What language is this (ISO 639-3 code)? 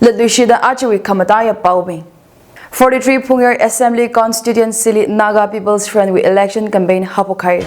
nmf